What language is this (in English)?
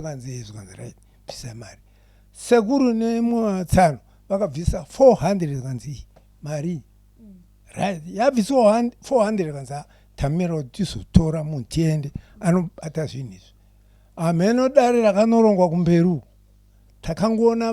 Shona